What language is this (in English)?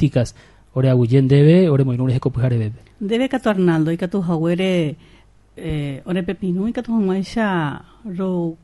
Guarani